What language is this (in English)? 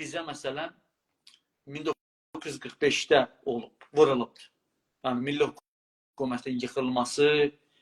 South Azerbaijani